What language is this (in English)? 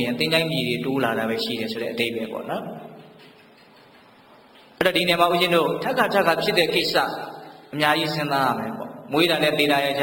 Burmese